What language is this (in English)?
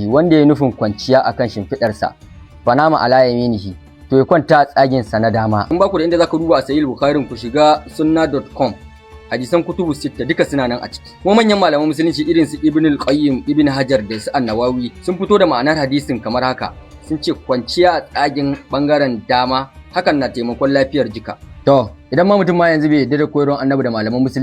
Hausa